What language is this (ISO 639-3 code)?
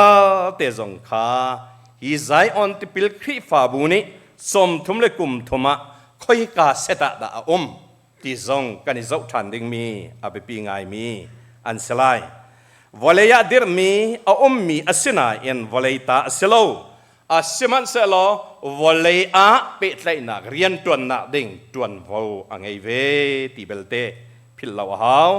cnh